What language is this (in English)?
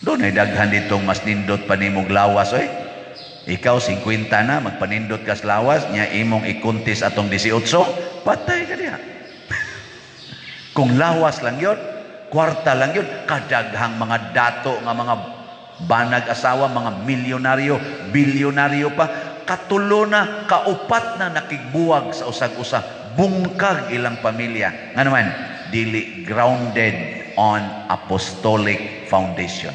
Cebuano